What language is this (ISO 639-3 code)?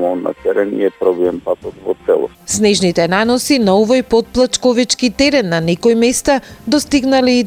mkd